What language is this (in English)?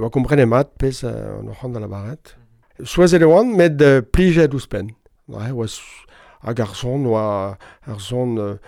Breton